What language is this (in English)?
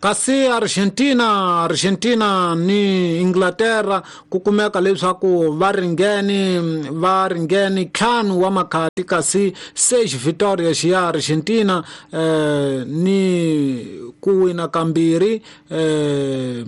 Tsonga